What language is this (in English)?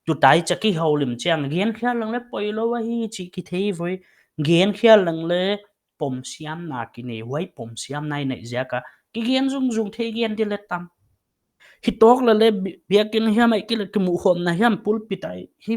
Paite Chin